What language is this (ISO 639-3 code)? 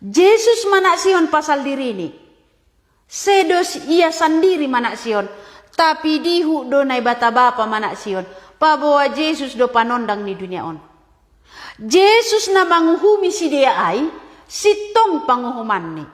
bts